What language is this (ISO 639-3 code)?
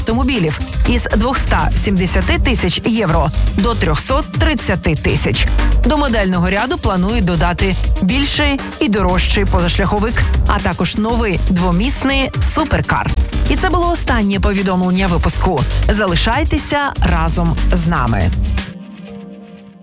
ukr